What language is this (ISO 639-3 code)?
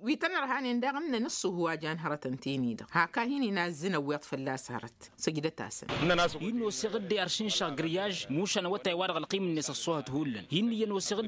taq